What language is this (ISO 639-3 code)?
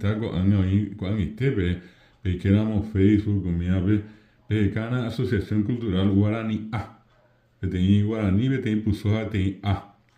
grn